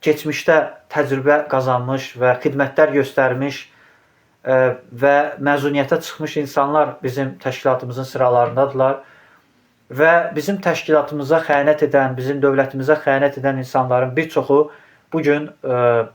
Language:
Azerbaijani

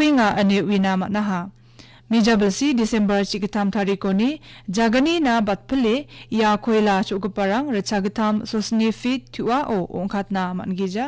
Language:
Garo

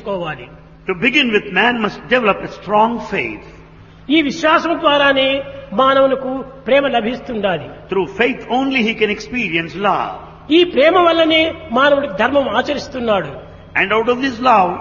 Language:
Telugu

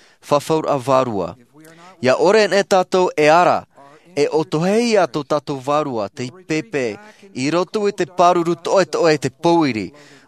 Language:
Tahitian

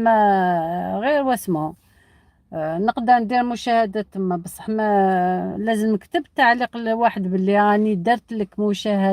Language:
Algerian Arabic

